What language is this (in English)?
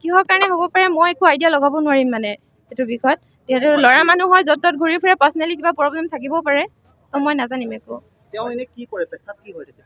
Assamese